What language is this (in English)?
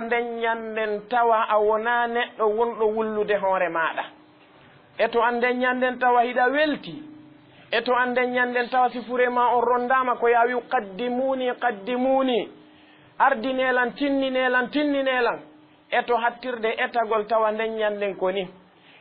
Fula